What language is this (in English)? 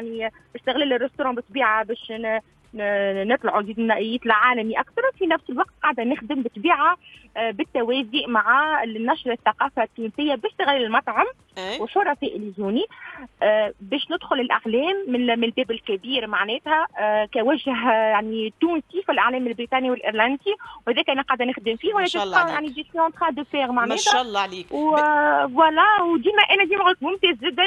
Tunisian Arabic